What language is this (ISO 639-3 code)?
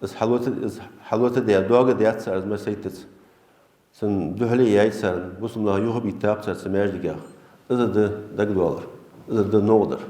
inh